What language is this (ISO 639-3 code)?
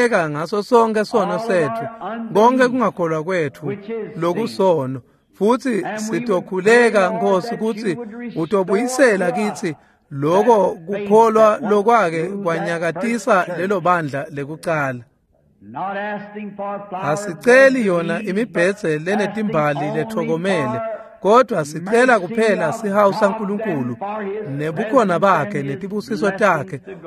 ssw